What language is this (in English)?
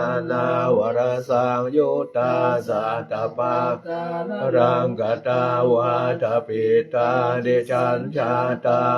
Pali